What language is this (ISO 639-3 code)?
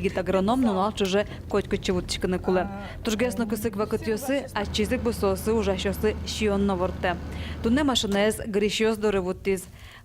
udm